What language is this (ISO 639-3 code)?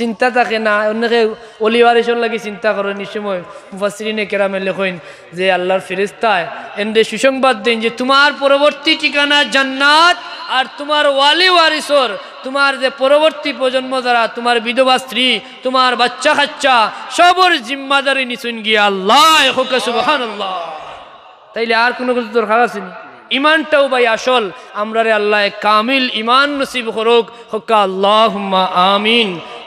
syl